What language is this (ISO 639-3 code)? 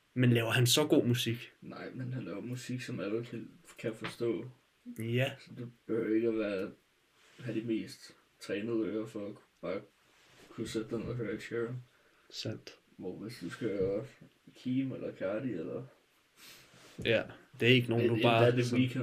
dan